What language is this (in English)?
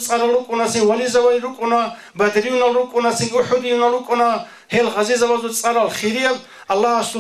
Avaric